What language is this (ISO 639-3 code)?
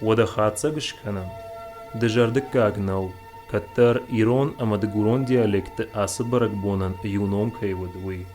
oss